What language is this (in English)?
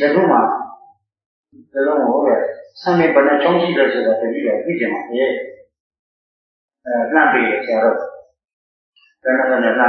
Burmese